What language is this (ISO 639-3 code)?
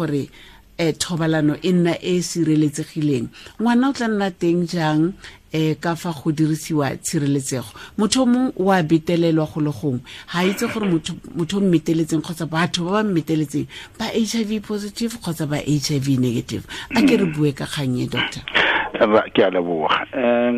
tsn